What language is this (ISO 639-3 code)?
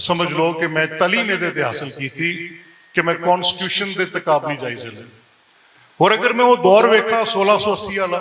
lah